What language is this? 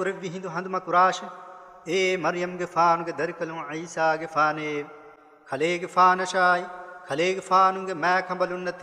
Divehi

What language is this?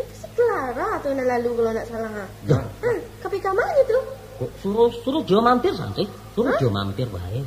Minangkabau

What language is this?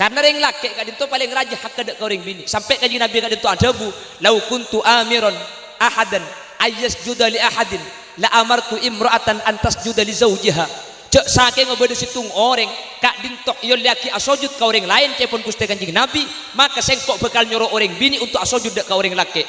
Madurese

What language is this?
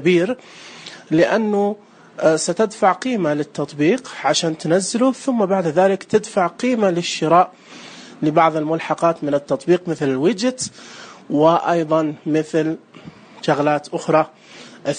Najdi Arabic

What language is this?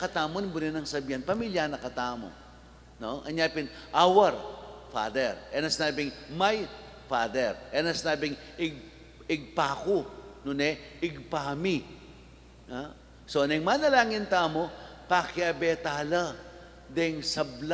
Pampanga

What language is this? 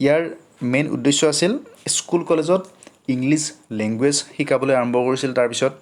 Assamese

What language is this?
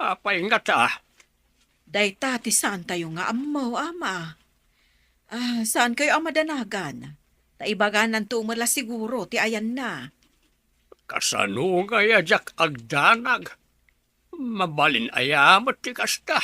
Iloko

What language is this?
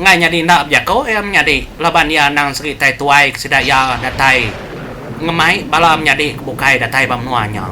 Iban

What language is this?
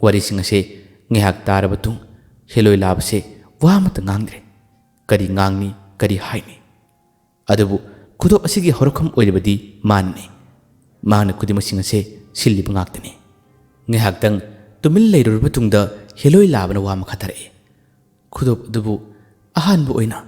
Manipuri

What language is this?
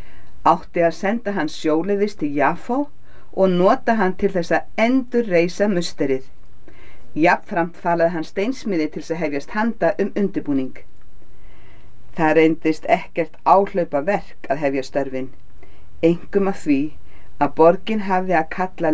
Icelandic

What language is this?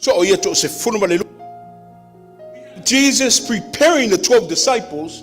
Samoan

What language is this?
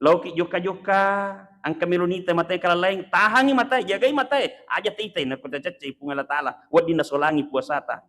Buginese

